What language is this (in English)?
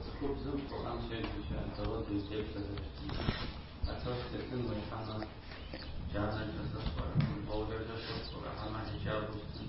Kabardian